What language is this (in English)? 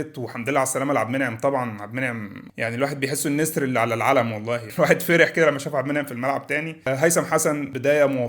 Egyptian Arabic